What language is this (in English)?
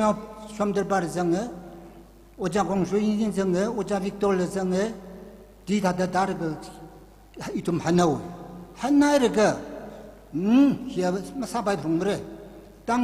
Tangkhul Naga (India)